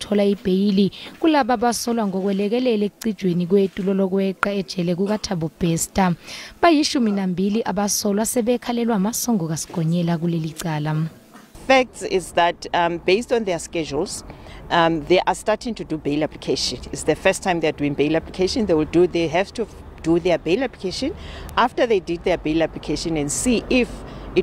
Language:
Zulu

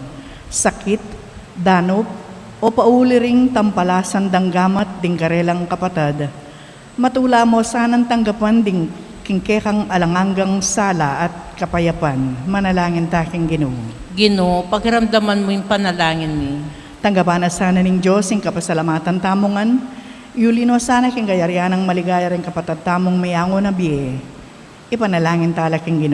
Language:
Pampanga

